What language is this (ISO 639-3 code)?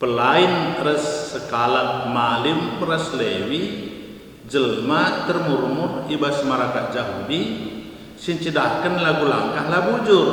btx